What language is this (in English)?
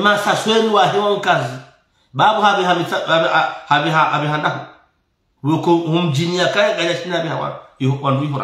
Swahili